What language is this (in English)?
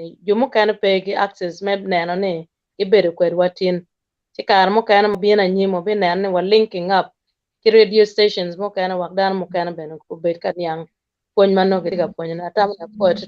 Acoli